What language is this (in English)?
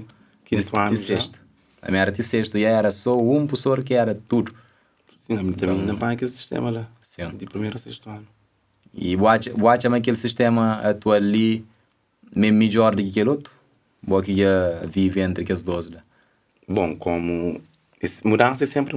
Kabuverdianu